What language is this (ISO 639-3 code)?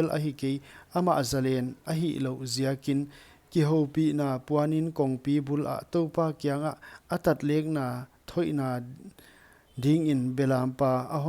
pck